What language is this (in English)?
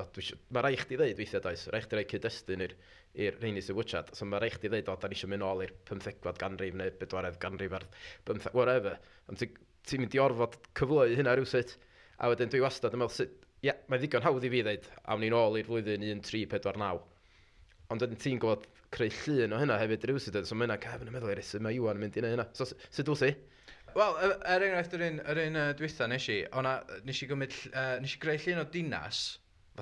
Welsh